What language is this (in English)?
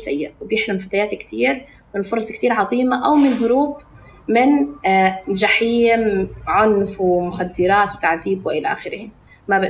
North Levantine Arabic